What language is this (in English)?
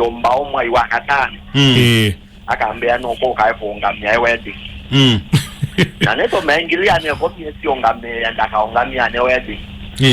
Kamba